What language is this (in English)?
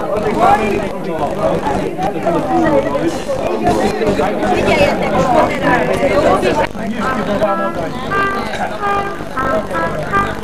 Hungarian